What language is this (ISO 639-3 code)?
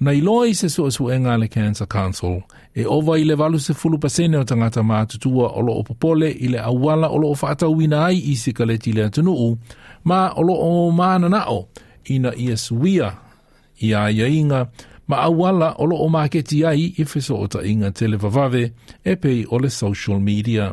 smo